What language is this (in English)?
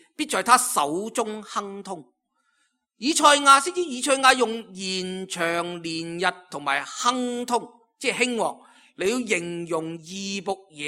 Cantonese